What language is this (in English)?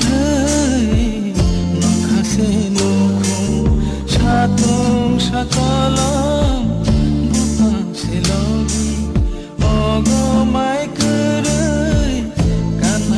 Kok Borok